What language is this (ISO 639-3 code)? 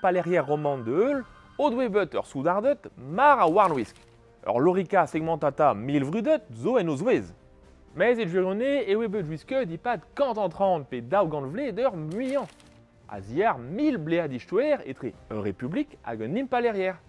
bre